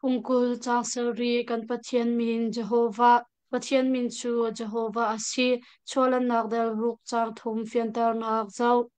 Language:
Hakha Chin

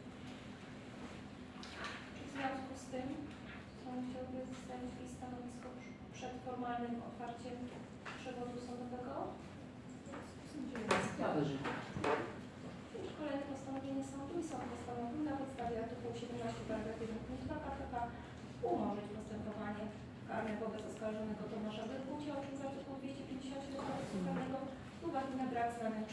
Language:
Polish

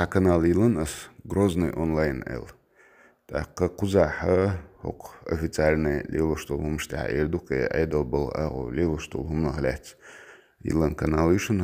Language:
Chechen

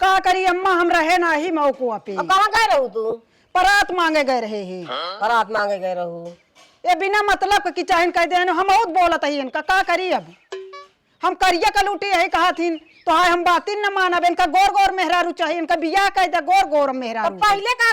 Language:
Awadhi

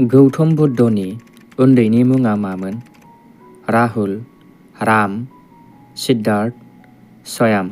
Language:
Bodo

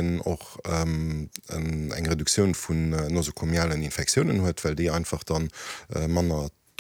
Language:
Luxembourgish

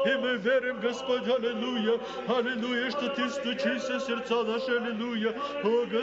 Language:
Russian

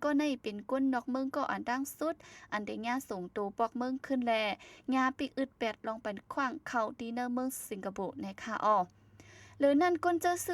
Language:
Shan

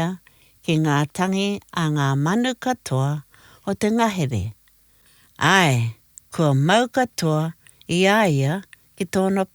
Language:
Māori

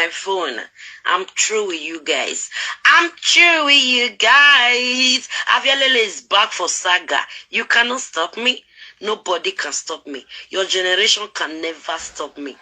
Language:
Nigerian Pidgin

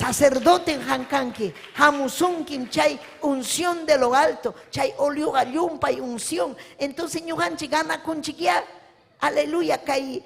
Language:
Ayacucho Quechua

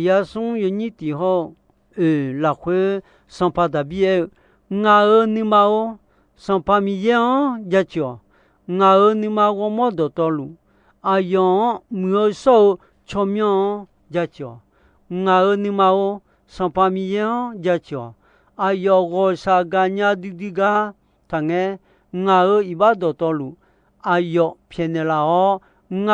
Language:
Akha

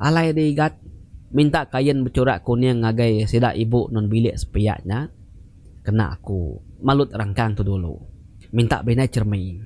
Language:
Iban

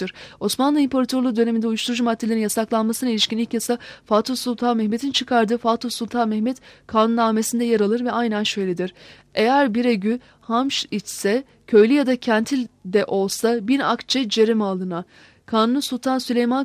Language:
Turkish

